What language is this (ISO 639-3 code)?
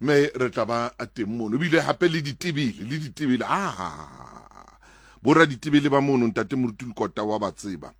sot